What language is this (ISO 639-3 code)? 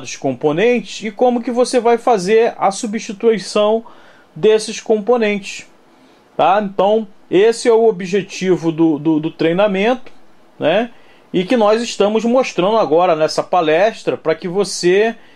por